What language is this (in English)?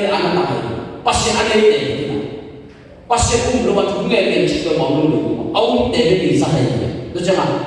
Tedim Chin